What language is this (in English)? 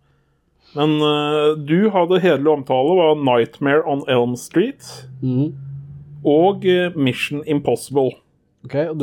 Norwegian